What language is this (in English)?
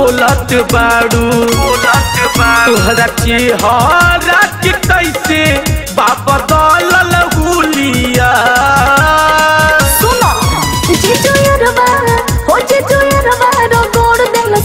Bhojpuri